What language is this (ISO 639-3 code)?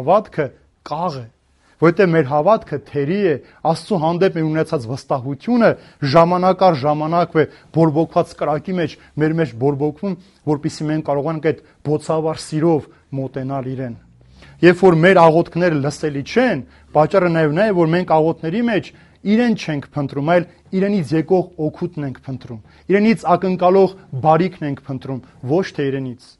hye